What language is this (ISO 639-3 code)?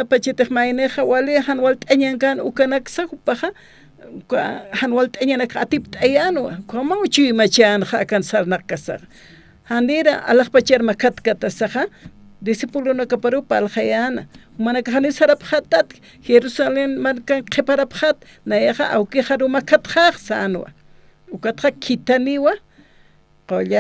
aym